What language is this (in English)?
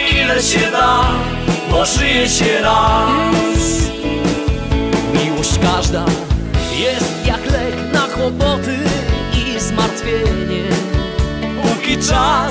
Polish